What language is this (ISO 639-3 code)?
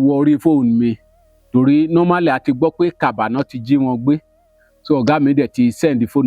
yor